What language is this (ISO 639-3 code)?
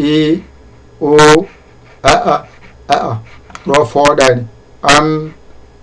ful